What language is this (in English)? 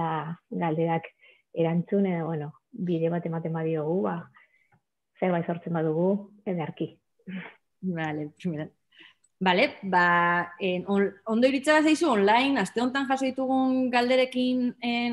Basque